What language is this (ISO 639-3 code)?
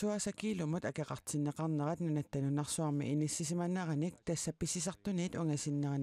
kal